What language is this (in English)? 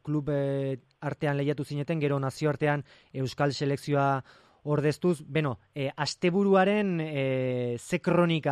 Basque